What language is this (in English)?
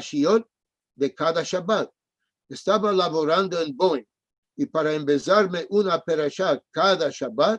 Ladino